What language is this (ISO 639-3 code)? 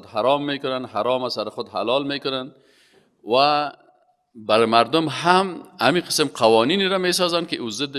fas